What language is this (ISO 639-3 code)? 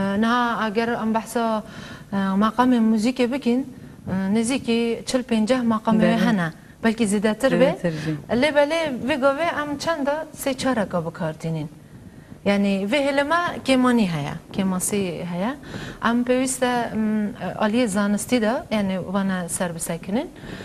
kur